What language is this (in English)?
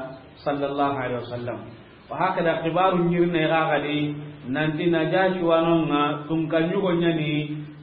Soninke